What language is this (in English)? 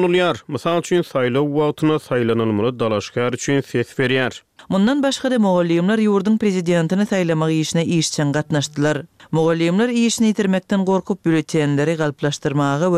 Turkmen